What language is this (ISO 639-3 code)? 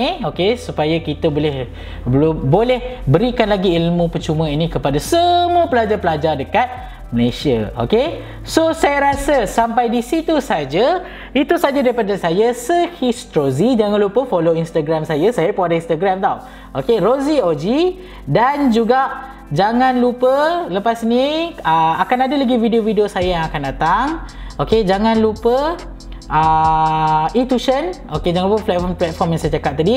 msa